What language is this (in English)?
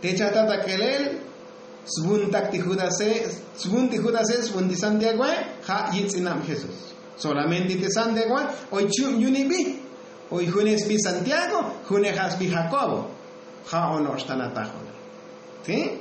Tzotzil